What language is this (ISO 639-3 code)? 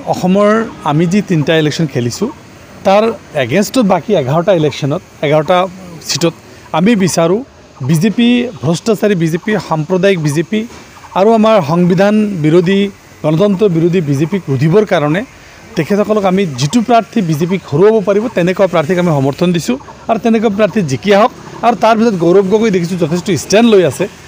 asm